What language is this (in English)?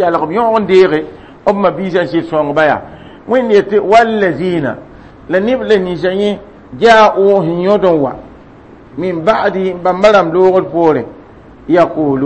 Mossi